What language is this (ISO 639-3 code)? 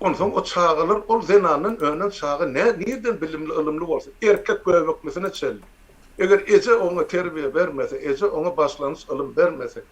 tuk